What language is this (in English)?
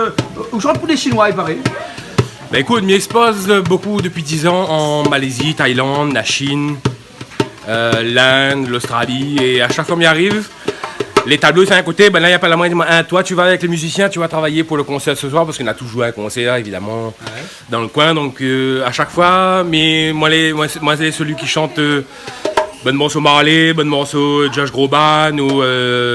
Réunion Creole French